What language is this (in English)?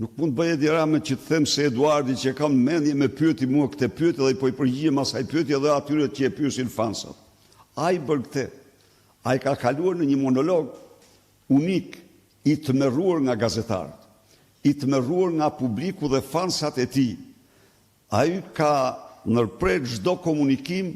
Albanian